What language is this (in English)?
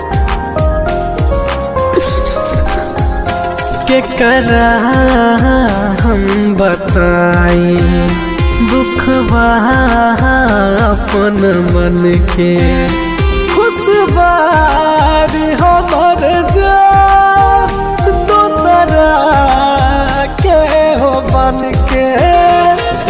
Bhojpuri